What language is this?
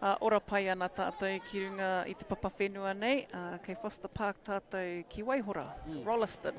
Māori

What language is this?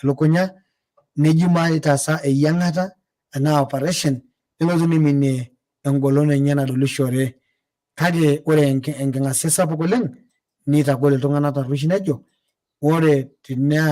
Masai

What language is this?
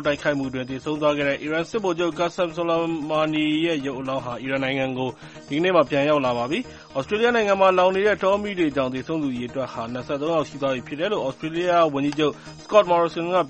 Burmese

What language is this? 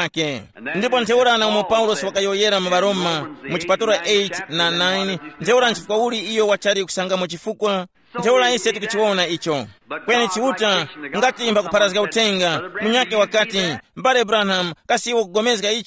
Tumbuka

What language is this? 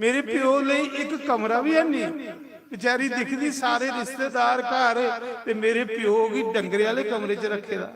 Dogri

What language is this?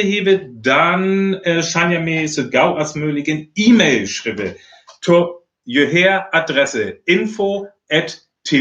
Northern Frisian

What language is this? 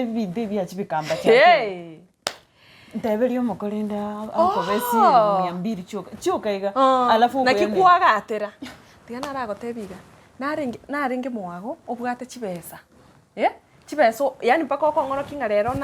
Gusii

